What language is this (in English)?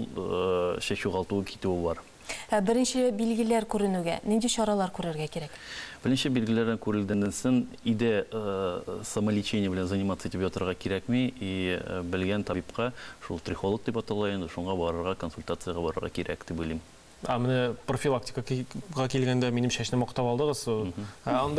Tatar